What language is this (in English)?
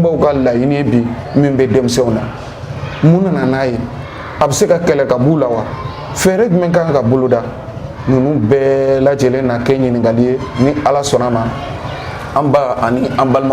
Bambara